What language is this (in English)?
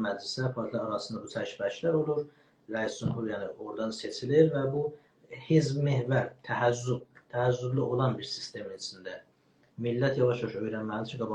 South Azerbaijani